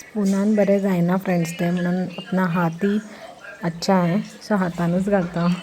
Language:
Konkani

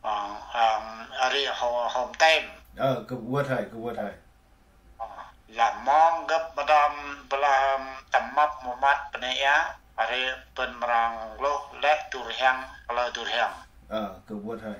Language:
Central Mnong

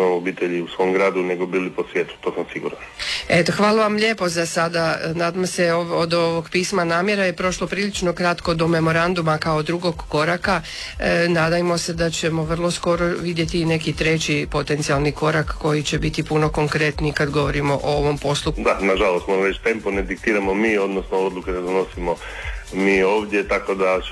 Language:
Croatian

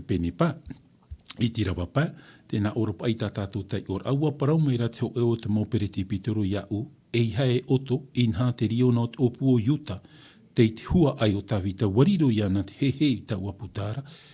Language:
Tahitian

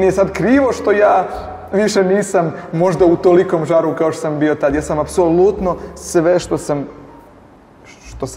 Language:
Serbian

